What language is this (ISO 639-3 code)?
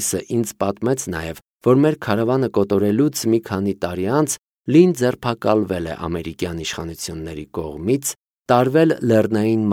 hye